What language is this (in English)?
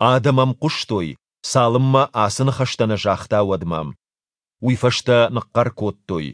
Ossetic